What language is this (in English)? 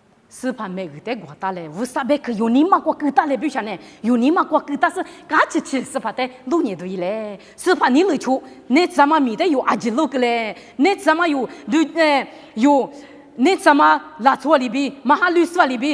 Lisu